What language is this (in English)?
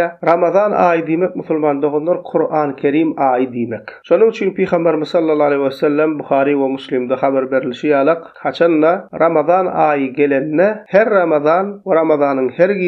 Turkmen